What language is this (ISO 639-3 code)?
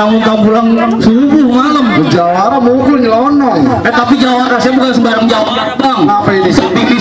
bew